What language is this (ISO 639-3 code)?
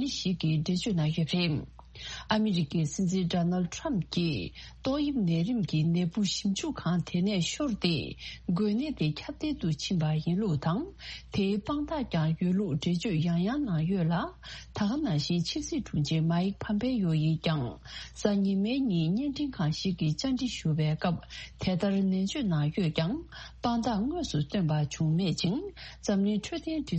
bod